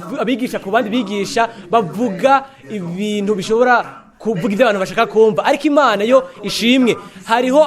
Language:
Rundi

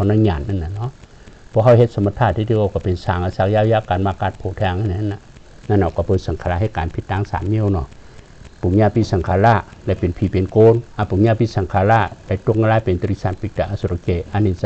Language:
Shan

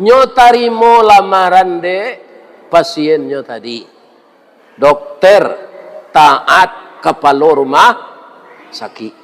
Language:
Minangkabau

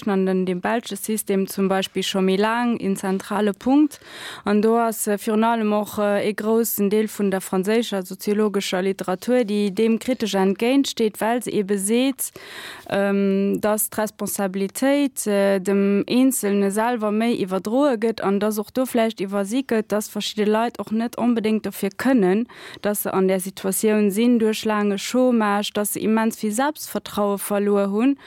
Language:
Luxembourgish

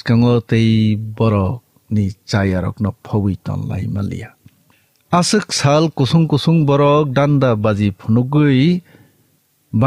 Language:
Kok Borok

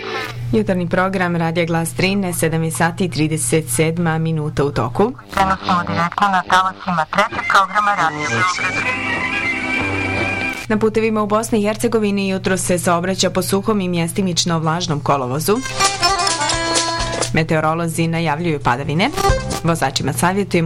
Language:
Bosnian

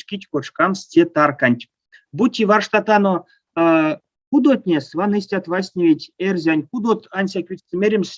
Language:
Erzya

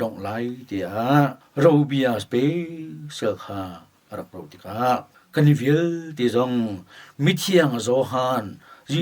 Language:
Hakha Chin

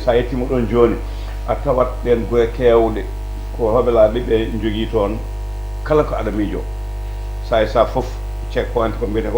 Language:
Fula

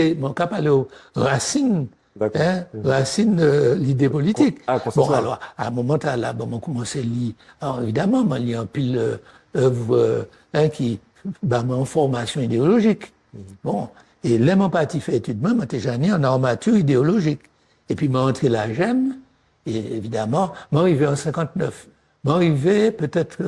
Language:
Guadeloupean Creole French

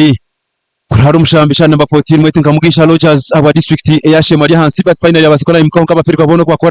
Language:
Nyankole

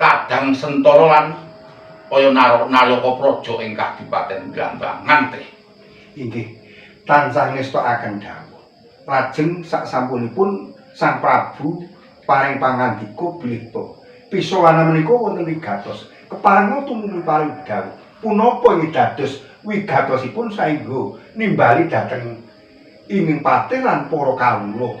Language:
Javanese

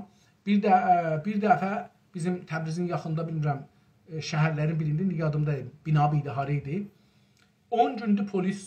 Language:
South Azerbaijani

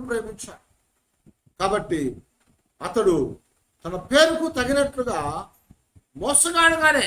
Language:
Telugu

